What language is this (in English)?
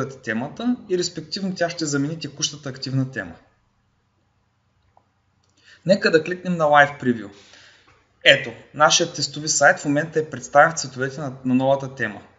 Bulgarian